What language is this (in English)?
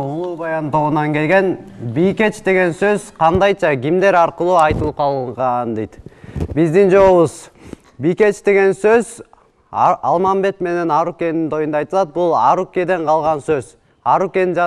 Kyrgyz